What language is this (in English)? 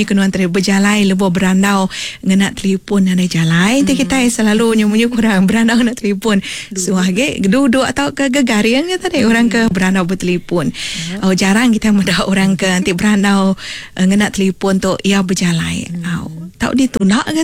Iban